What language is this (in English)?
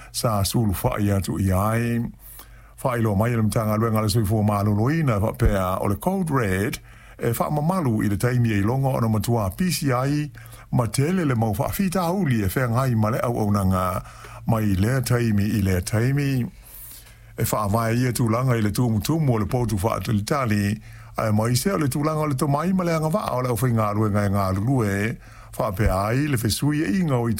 Samoan